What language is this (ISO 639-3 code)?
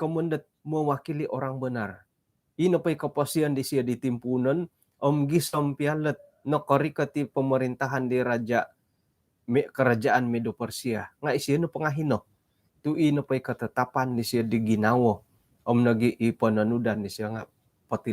dtp